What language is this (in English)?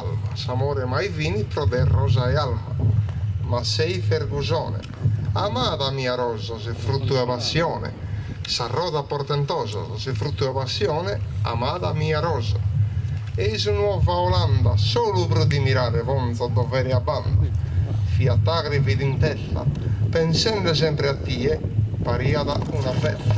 Sardinian